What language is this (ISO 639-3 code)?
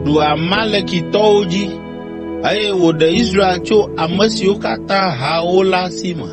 ewe